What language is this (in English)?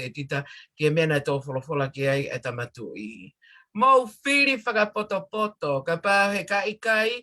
Tongan